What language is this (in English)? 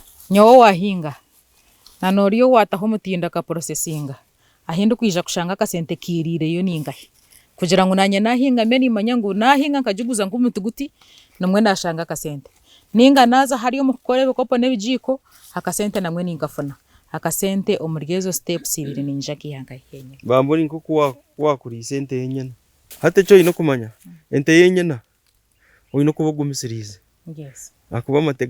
Nyankole